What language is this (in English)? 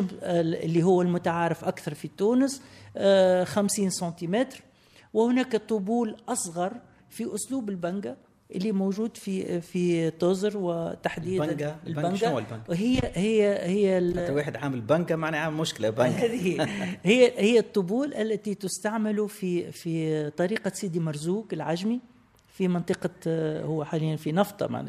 Tunisian Arabic